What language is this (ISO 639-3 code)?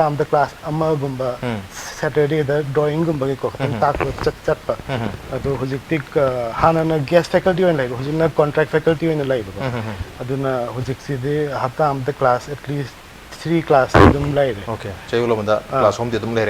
mni